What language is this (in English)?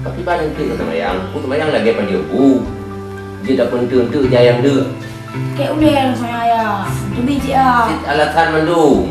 Achinese